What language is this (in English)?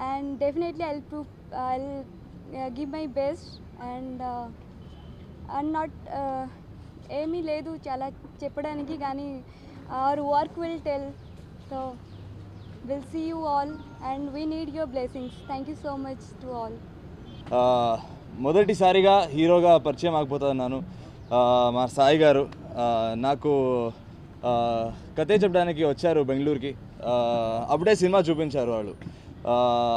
Telugu